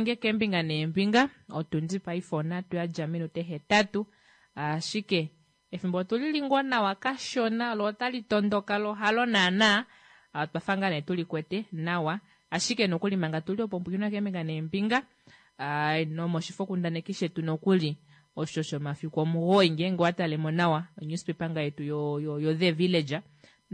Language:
Kuanyama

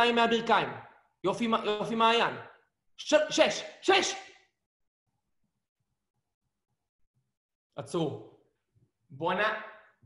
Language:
Hebrew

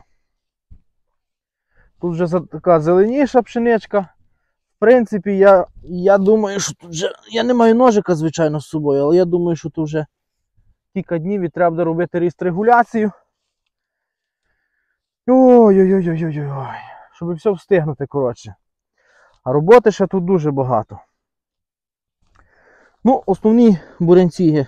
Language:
Ukrainian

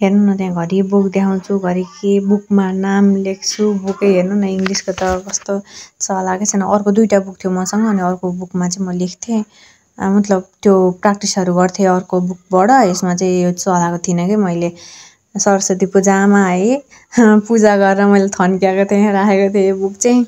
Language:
Nepali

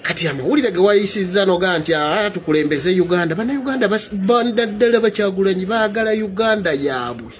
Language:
Ganda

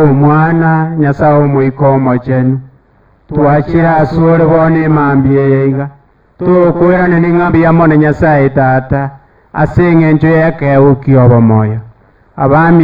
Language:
Gusii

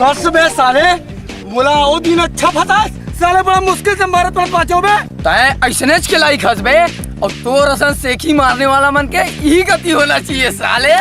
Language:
Chhattisgarhi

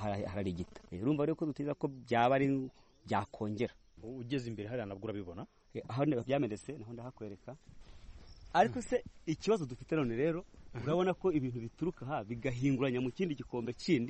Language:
Kinyarwanda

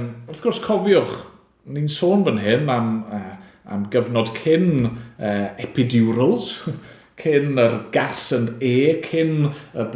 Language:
Welsh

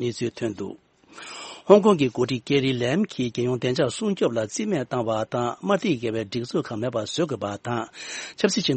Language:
Tibetan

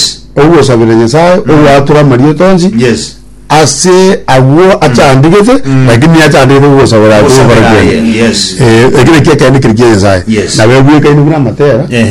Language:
Gusii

